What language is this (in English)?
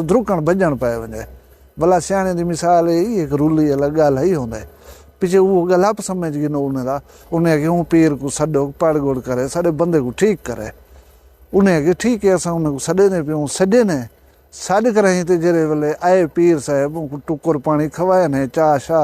Saraiki